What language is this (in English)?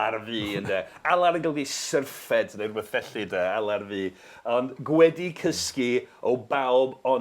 Welsh